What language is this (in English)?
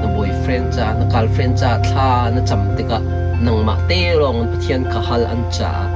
Hakha Chin